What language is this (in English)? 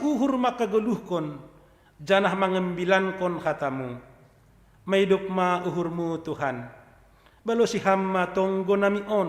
Batak Simalungun